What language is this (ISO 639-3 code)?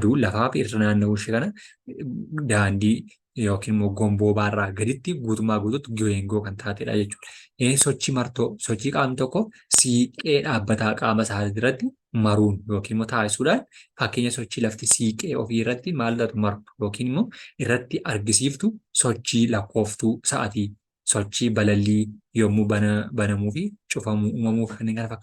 orm